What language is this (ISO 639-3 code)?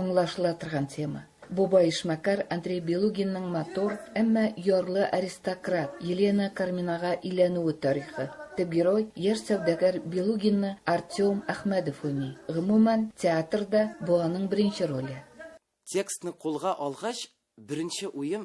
tat